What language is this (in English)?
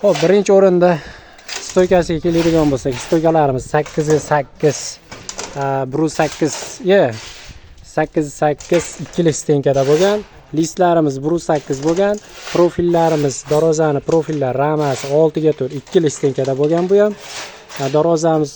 Uzbek